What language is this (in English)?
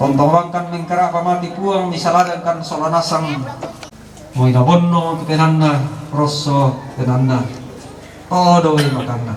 Toraja-Sa'dan